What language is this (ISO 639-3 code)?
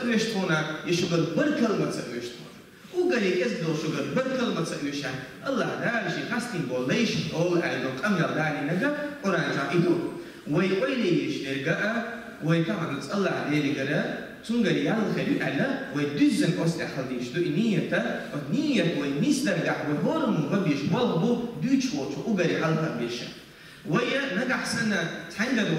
che